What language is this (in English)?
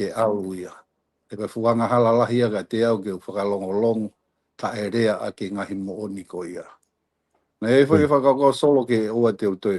Tongan